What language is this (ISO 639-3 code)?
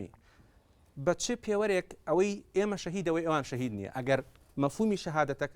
ckb